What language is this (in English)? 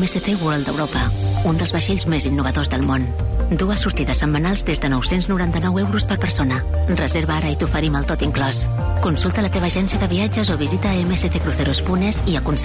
Catalan